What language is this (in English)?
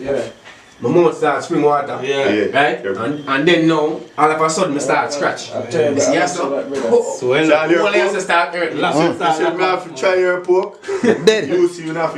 Jamaican Creole English